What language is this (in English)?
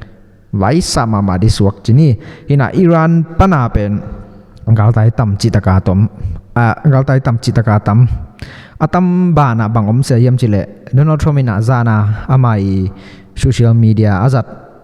Tedim Chin